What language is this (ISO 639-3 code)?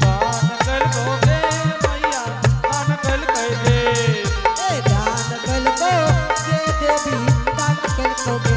anp